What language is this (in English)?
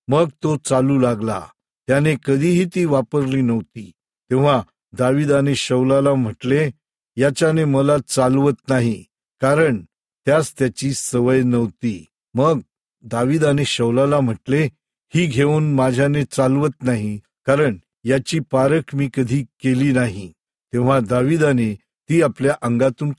Marathi